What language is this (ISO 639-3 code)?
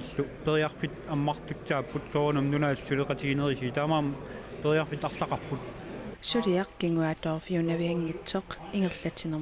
kal